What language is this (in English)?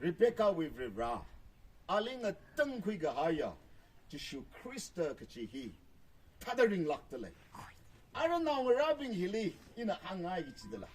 Tangkhul Naga (India)